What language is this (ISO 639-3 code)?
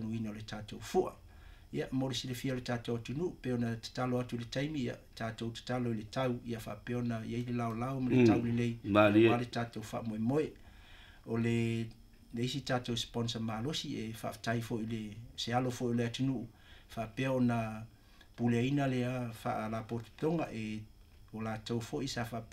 smo